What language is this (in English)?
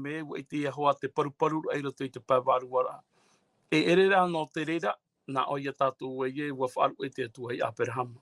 Tahitian